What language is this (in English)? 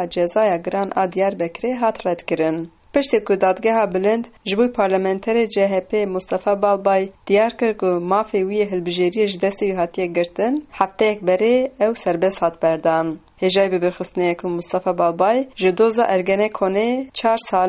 Kurdish